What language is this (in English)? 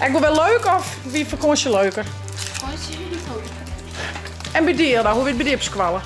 Western Frisian